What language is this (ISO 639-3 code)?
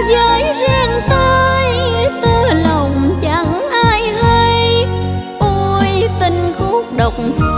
vie